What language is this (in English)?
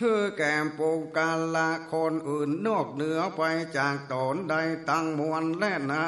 Northern Thai